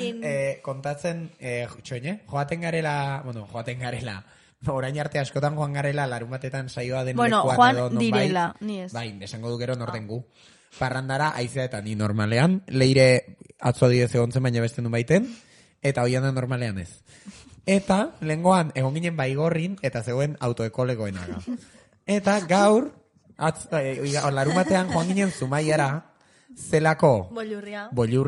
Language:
Basque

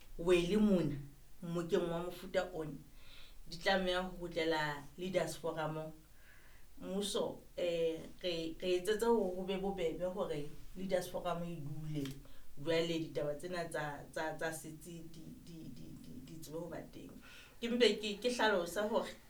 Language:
Southern Sotho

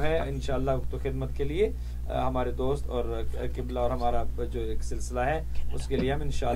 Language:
Urdu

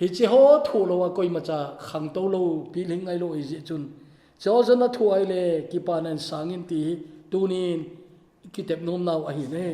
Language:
Thado Chin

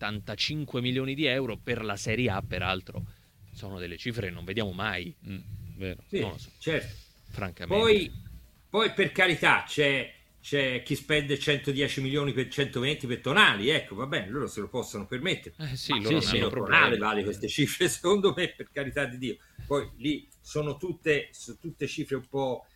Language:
Italian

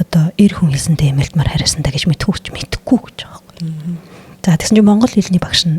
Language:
Mongolian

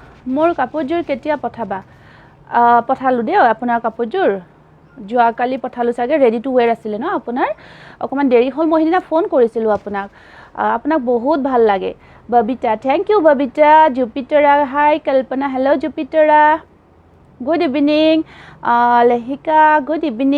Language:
Assamese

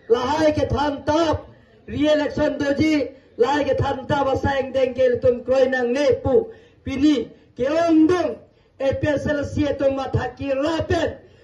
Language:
Karbi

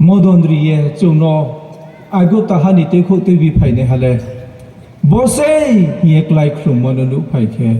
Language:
Riang (India)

